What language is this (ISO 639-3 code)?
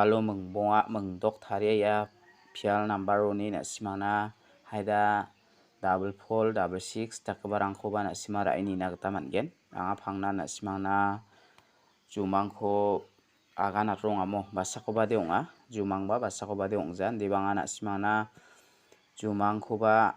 grt